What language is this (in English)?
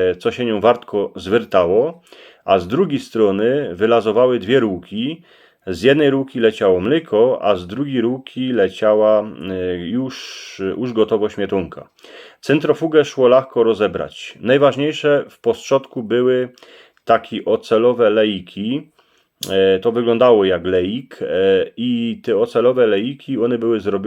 Silesian